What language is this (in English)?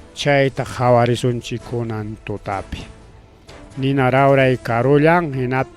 Ayacucho Quechua